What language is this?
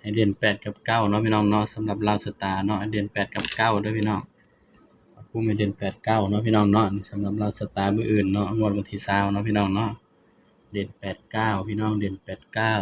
Northeastern Thai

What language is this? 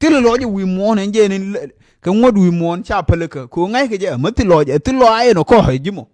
Nuer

